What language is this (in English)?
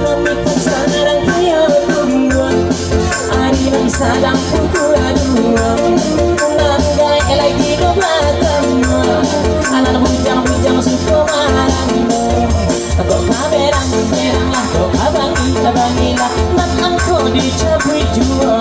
Minangkabau